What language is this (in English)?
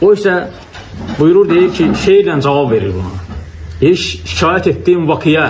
Azerbaijani